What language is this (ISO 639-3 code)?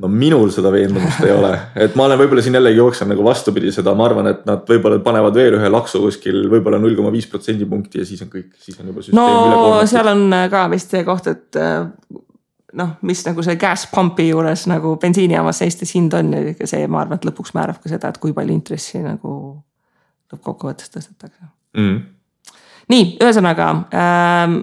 est